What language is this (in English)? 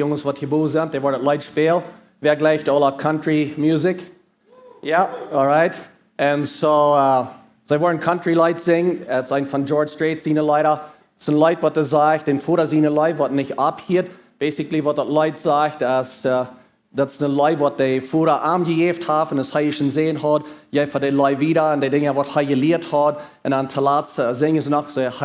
Plautdietsch